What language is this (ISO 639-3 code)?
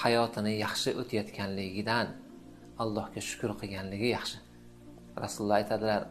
uzb